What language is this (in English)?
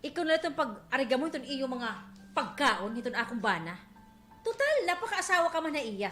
Waray